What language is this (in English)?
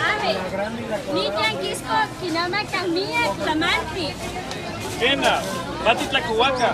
Eastern Huasteca Nahuatl